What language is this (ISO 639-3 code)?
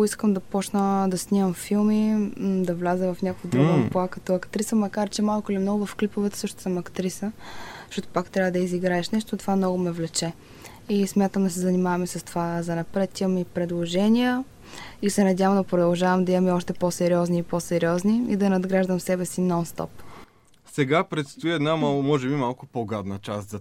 bul